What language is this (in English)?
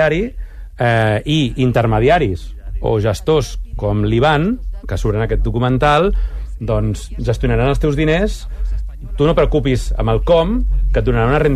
Catalan